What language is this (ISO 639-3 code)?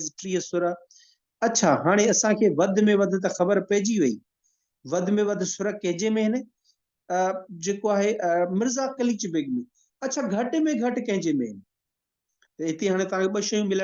snd